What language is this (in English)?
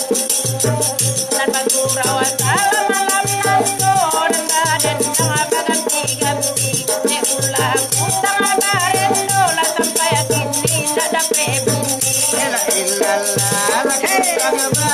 Minangkabau